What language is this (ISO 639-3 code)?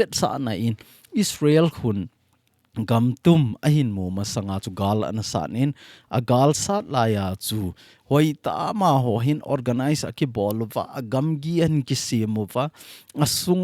tcz